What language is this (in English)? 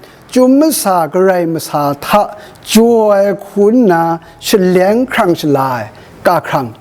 Kachin